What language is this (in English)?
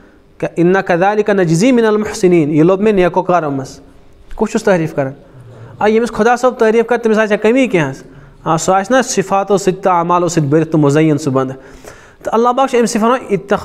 Kashmiri